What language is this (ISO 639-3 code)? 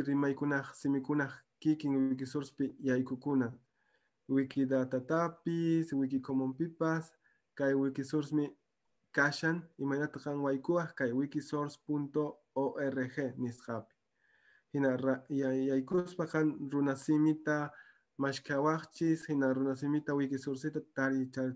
que